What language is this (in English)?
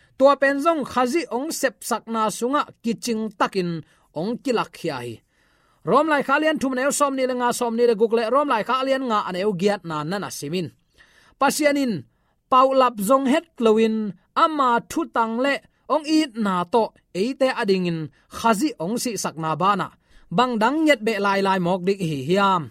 Tedim Chin